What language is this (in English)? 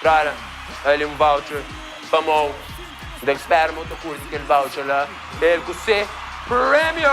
Kabuverdianu